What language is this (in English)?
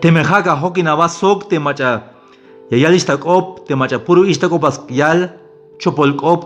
Tzeltal